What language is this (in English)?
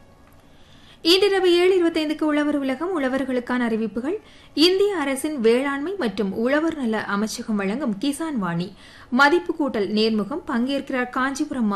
Tamil